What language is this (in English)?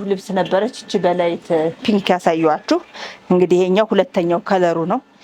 Amharic